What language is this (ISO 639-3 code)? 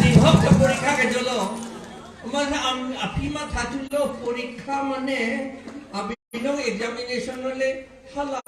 mjw